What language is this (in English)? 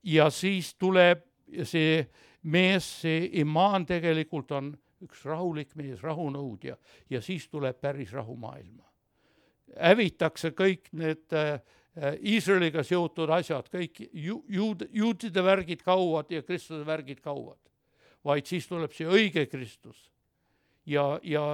Estonian